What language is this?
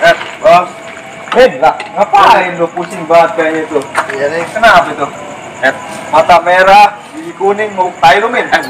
Betawi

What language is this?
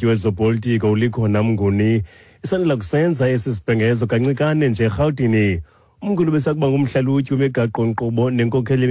Xhosa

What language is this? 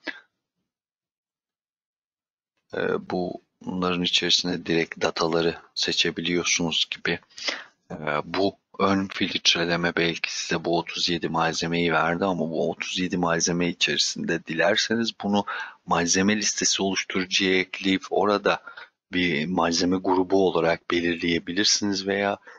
Turkish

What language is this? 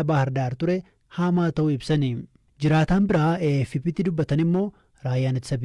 Oromo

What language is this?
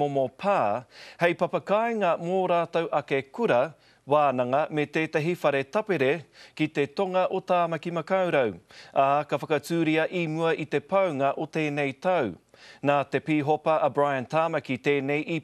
Māori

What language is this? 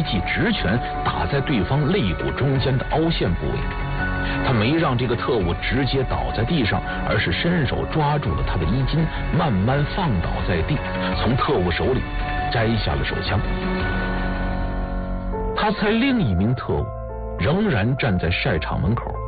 Chinese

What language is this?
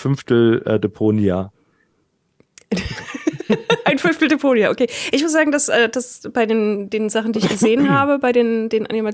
German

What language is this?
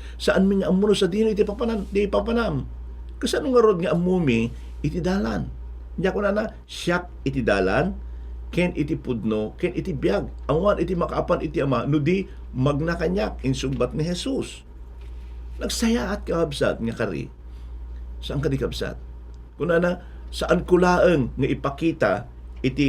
Iloko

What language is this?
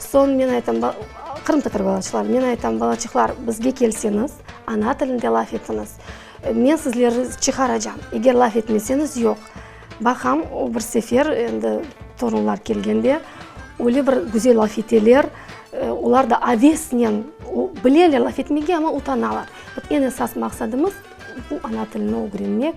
Crimean Tatar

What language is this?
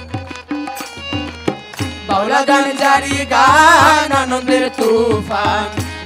Bangla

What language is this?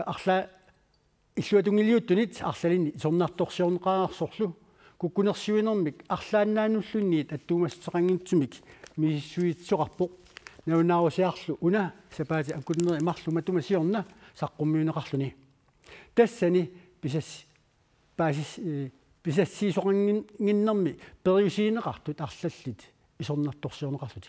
Kalaallisut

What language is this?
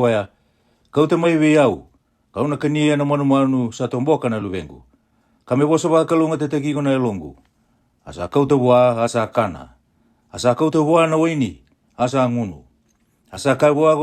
Fijian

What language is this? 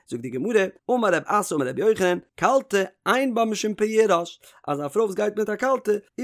Yiddish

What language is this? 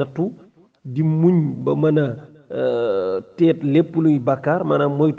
Wolof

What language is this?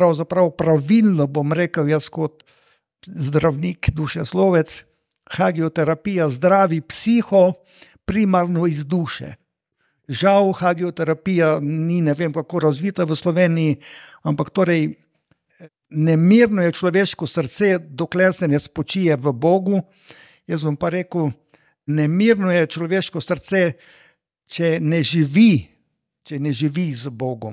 Slovenian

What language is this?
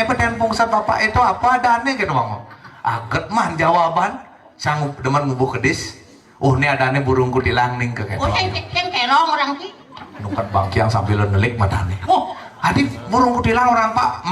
Balinese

